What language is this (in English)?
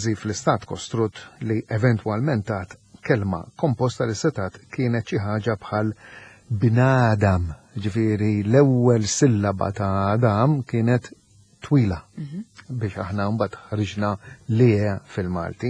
Maltese